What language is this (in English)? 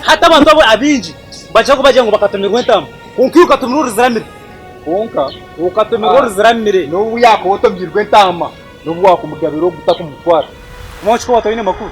Nyankole